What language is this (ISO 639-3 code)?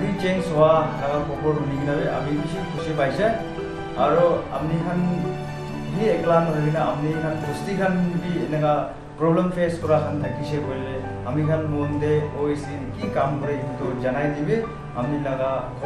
nag